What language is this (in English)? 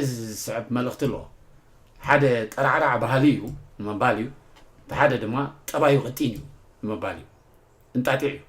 Tigrinya